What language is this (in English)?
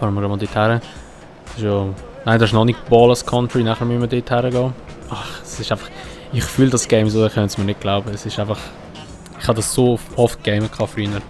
Swiss German